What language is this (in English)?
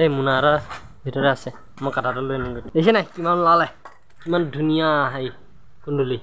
Assamese